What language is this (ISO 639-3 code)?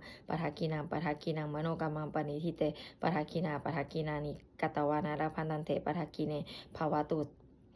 pli